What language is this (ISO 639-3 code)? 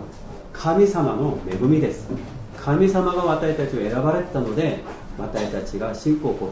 jpn